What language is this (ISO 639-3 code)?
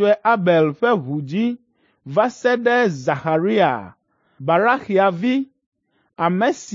ewe